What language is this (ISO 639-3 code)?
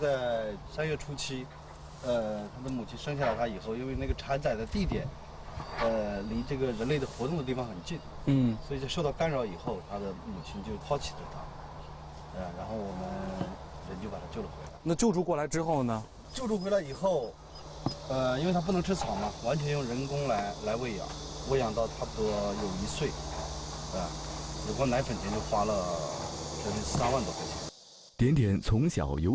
zho